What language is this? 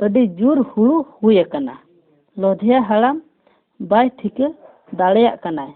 Santali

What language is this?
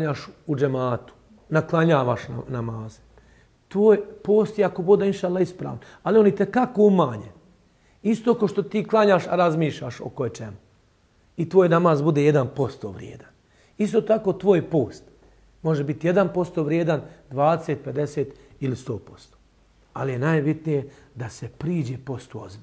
Bosnian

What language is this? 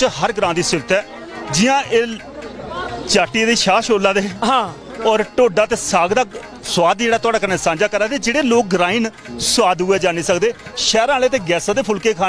Dogri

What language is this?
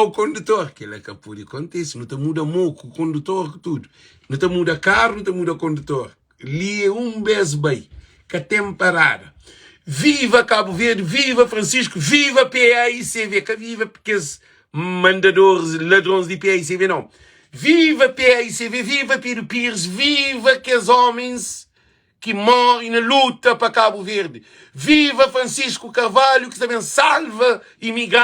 Kabuverdianu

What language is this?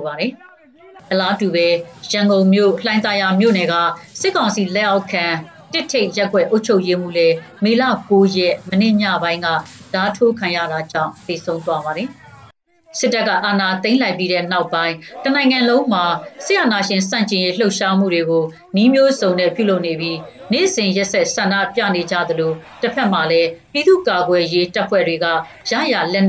Burmese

